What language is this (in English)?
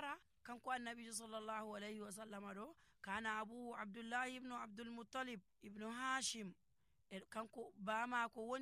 Nigerian Fulfulde